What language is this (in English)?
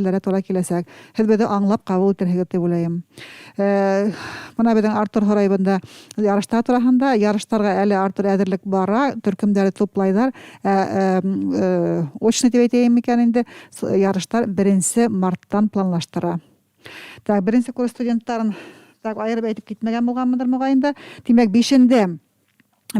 Bashkir